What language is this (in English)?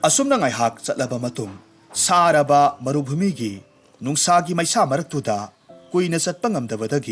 Manipuri